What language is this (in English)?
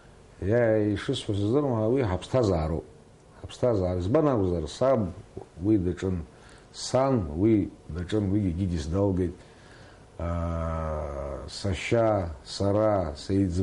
Abkhazian